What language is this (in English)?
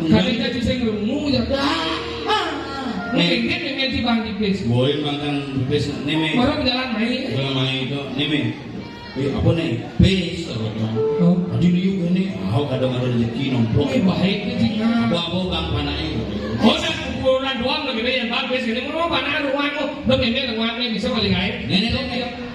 Balinese